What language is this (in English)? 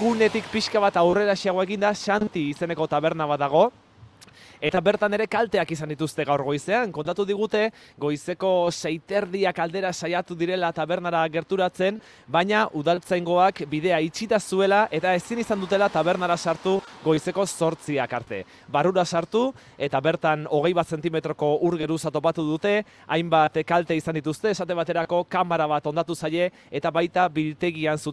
Basque